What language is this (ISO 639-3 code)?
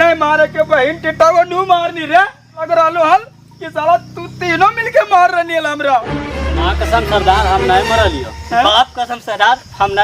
mag